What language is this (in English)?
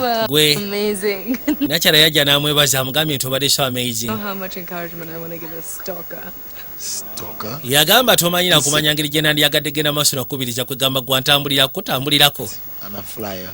Ganda